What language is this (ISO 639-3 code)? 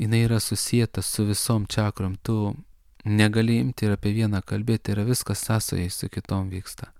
lit